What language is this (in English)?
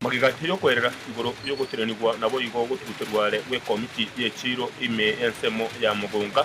Gusii